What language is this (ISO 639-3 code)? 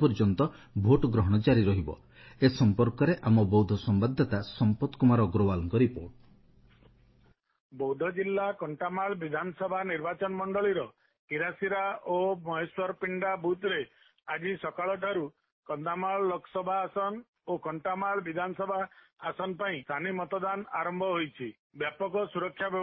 ori